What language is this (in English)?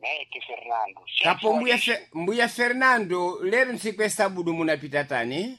Sena